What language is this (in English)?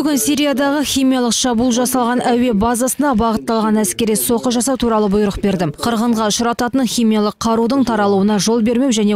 Kazakh